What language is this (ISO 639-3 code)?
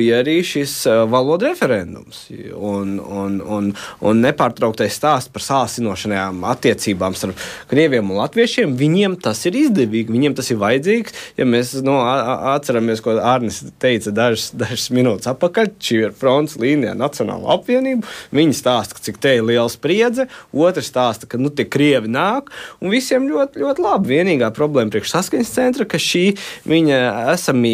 lav